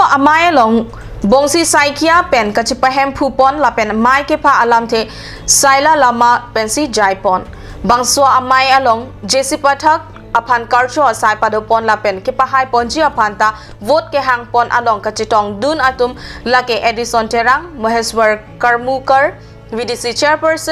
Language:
Karbi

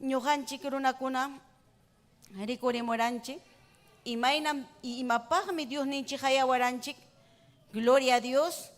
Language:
Ayacucho Quechua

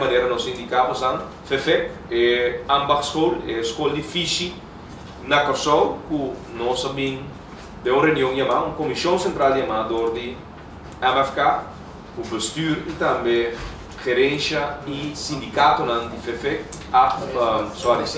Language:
Papiamento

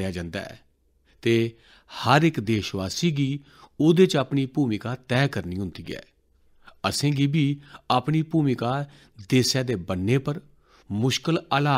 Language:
Dogri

